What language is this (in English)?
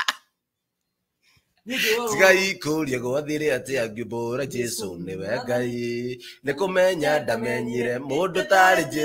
Kikuyu